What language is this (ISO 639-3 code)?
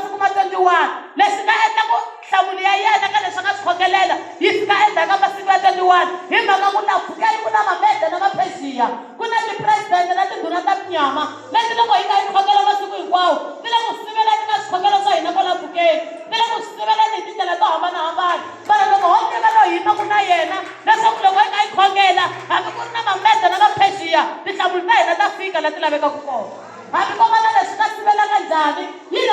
tso